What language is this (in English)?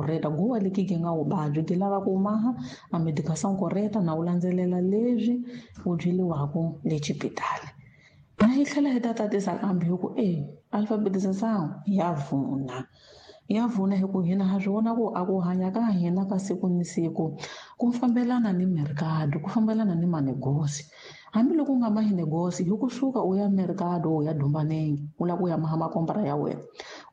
Tsonga